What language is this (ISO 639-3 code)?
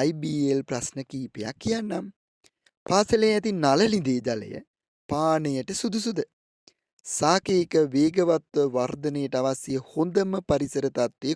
sin